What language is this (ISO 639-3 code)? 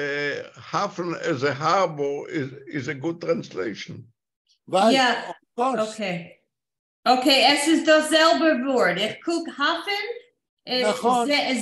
yid